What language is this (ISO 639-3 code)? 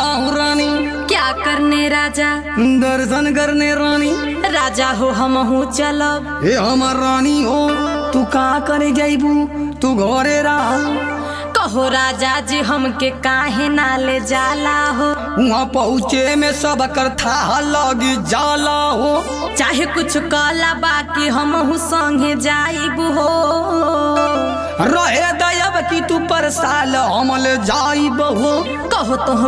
bho